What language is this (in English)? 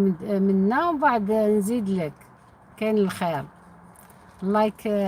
Algerian Arabic